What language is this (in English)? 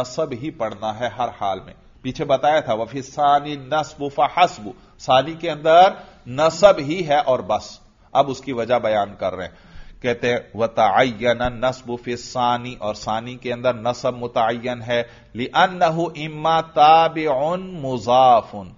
Urdu